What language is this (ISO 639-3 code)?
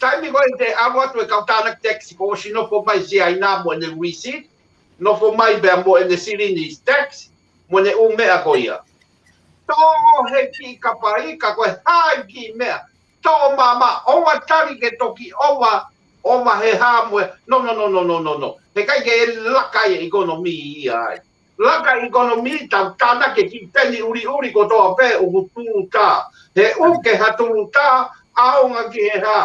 ton